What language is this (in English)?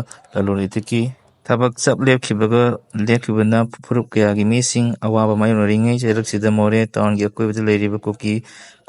Manipuri